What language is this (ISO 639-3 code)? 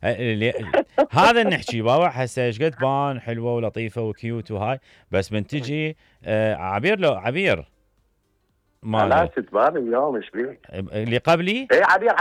acm